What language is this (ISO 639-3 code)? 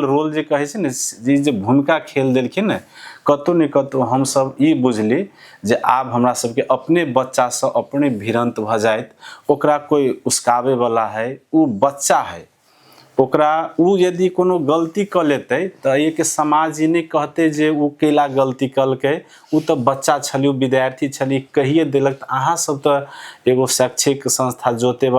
mai